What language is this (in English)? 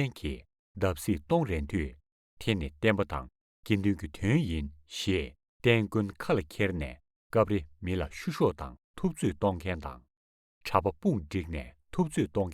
Tibetan